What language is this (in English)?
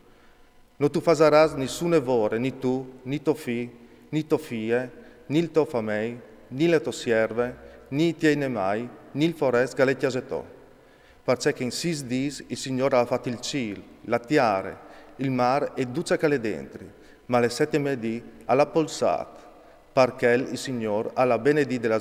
Friulian